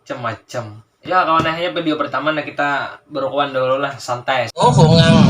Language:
Banjar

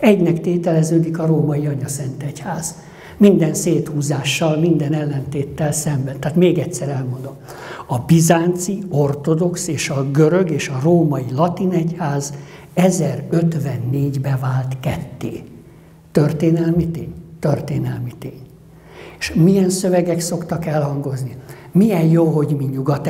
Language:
Hungarian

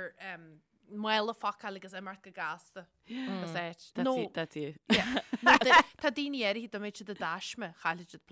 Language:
Irish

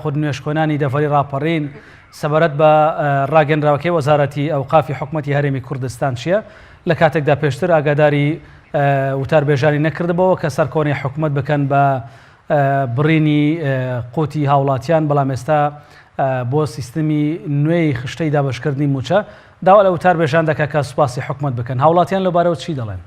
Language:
Central Kurdish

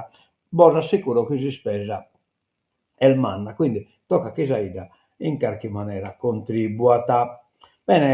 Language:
Sardinian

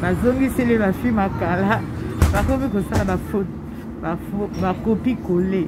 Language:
Lingala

